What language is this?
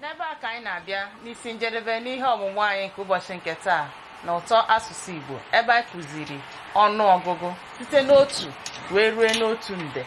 Igbo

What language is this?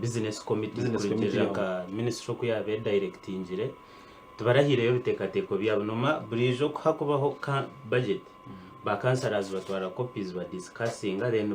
Nyankole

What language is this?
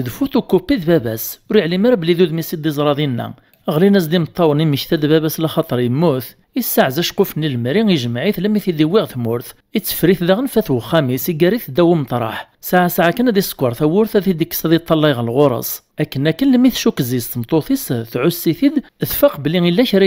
Kabyle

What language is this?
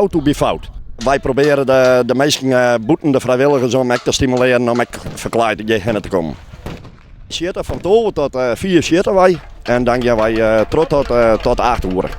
Western Frisian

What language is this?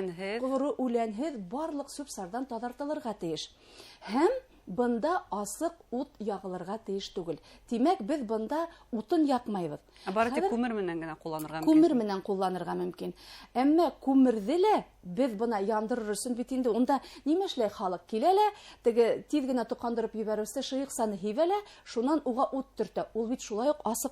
Bashkir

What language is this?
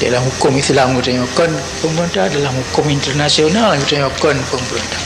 Achinese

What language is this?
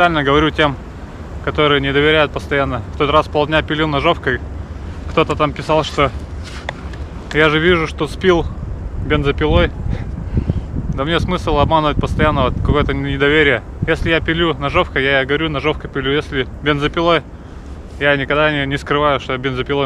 Russian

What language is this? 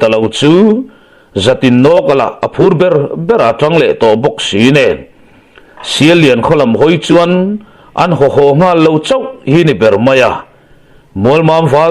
Mizo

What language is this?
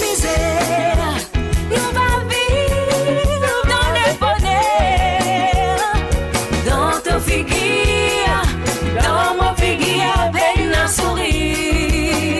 Morisyen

